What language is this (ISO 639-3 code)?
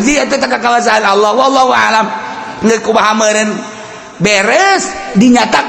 sun